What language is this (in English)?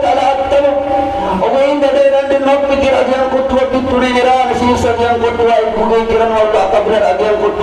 Maranao